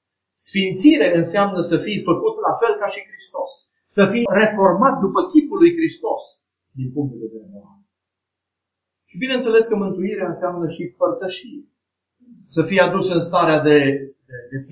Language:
Romanian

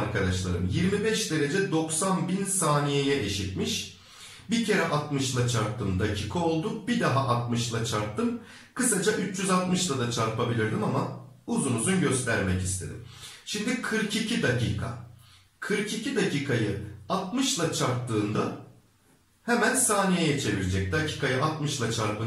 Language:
Turkish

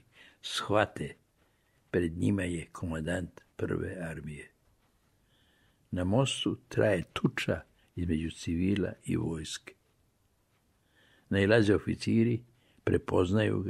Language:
Serbian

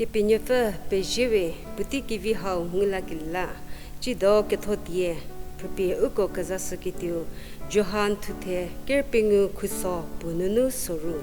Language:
Angami Naga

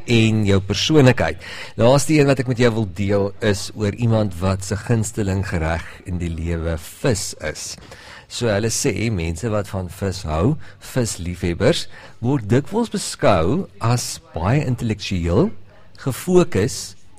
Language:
Afrikaans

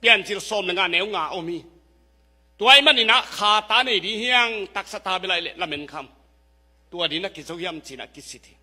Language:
Tedim Chin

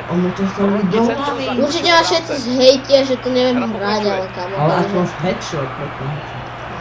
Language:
Slovak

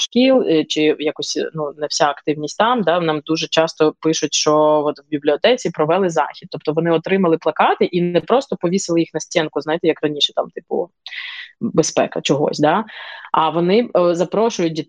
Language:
Ukrainian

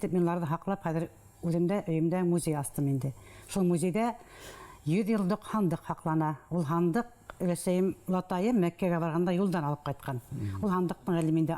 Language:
Bashkir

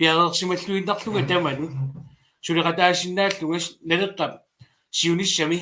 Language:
Kalaallisut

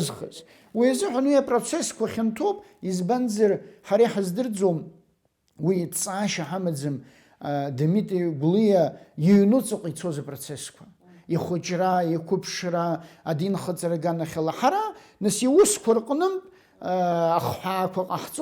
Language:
Abkhazian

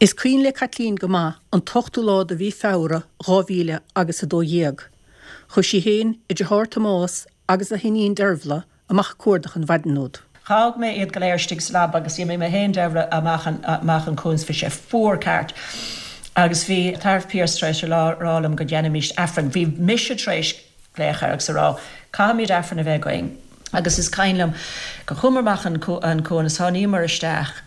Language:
Irish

